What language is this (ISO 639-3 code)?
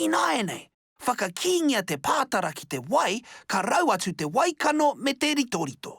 mri